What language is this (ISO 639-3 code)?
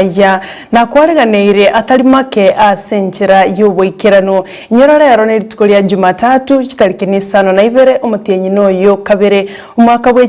guz